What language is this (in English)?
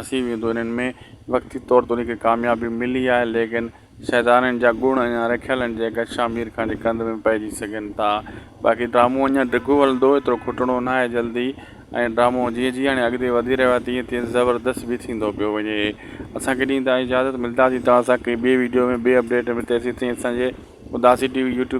Sindhi